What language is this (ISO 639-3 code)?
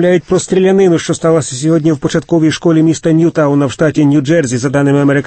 ukr